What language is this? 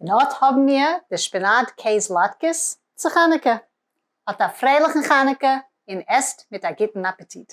Yiddish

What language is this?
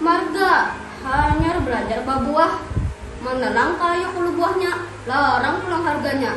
Banjar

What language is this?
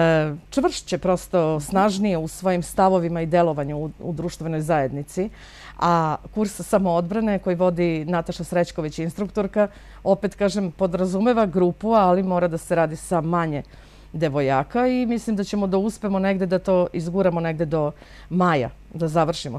Serbian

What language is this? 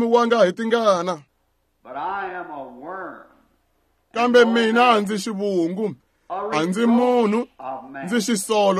Tsonga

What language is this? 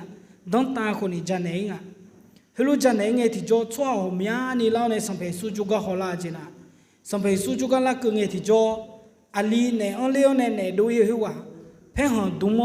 Akha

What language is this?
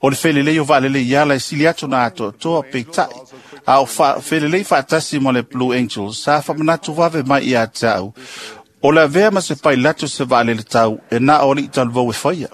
Samoan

